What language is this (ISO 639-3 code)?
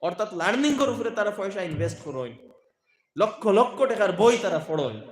syl